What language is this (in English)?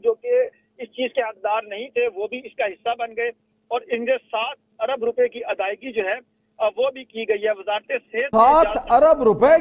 Urdu